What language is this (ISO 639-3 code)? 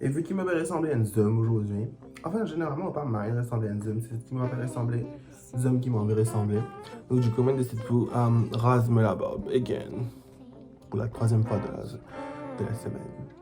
mfe